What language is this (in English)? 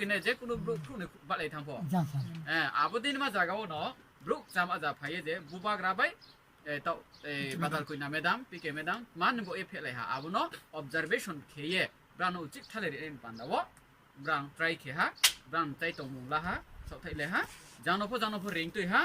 Riang (India)